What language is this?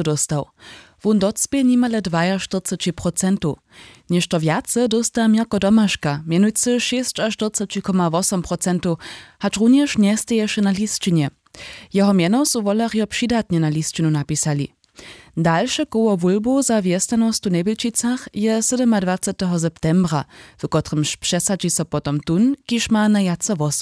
Upper Sorbian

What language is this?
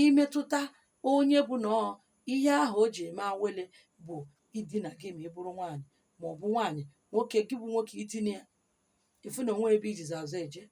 Igbo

